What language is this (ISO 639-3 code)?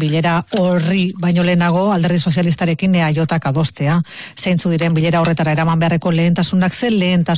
eus